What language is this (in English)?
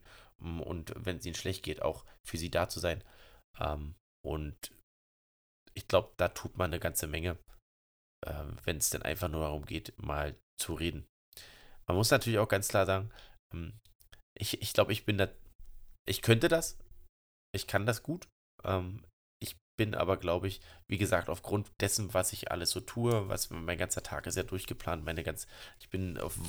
German